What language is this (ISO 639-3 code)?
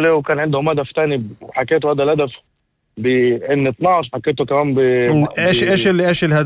apc